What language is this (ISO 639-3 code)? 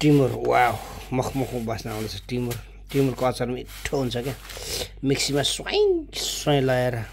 nep